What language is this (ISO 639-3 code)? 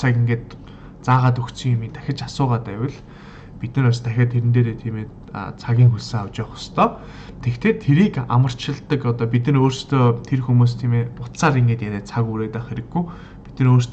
mon